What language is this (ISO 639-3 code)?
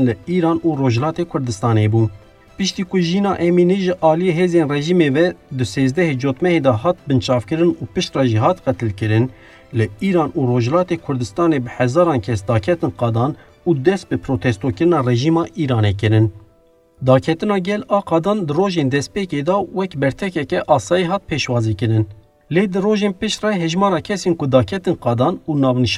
kur